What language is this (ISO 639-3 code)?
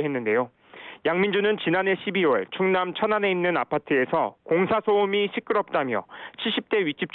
kor